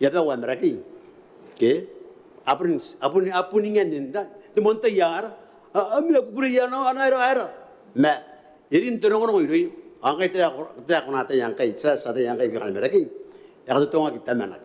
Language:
Gilbertese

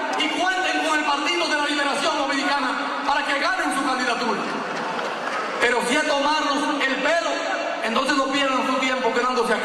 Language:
Spanish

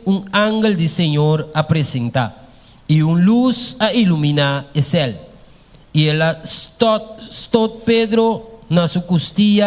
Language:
Papiamento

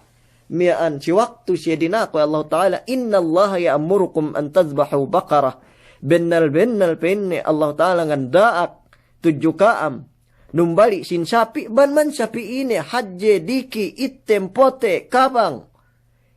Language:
Yakan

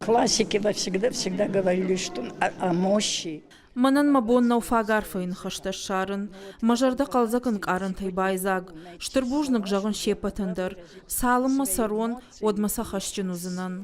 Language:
Ossetic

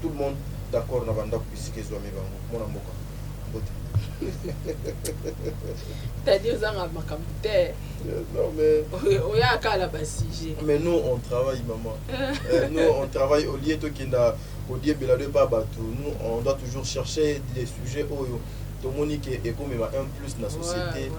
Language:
Lingala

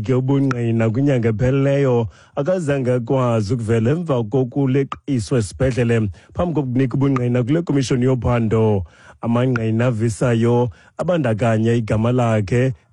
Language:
Xhosa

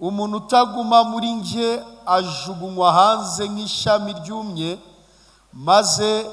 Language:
Kinyarwanda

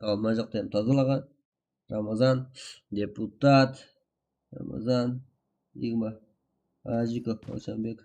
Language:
Kara-Kalpak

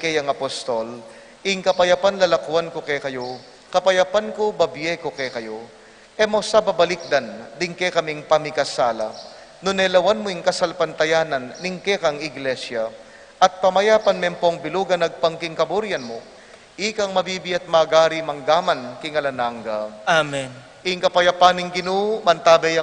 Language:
Pampanga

